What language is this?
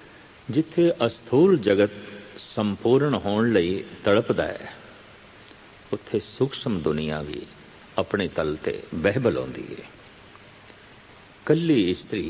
Punjabi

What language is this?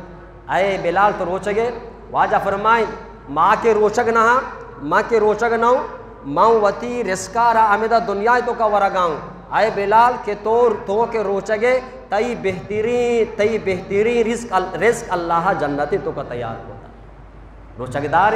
Eastern Balochi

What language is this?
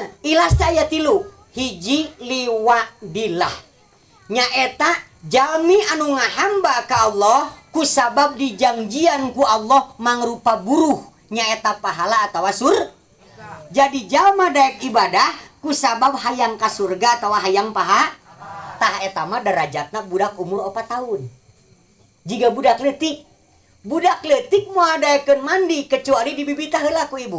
Sundanese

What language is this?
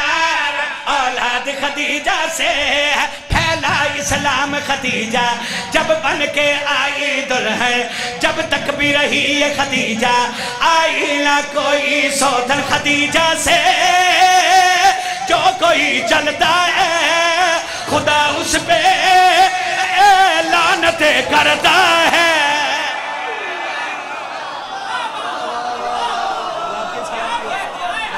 Urdu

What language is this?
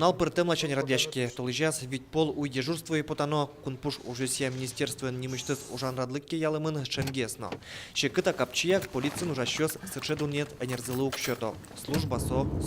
Udmurt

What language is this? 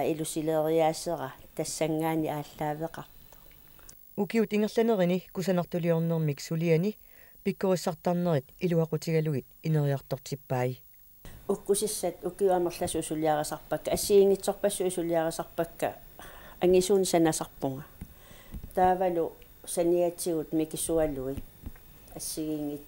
Kalaallisut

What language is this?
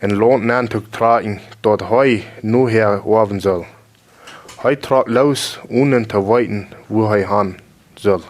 Plautdietsch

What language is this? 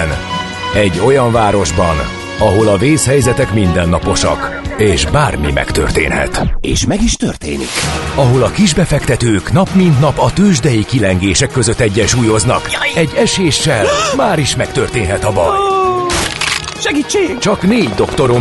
Hungarian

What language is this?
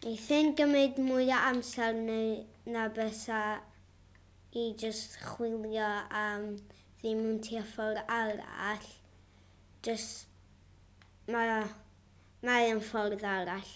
Welsh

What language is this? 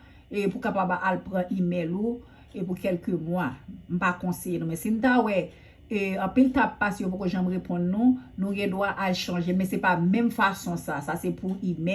Haitian Creole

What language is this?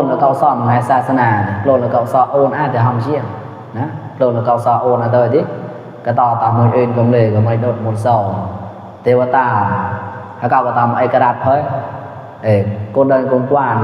Mon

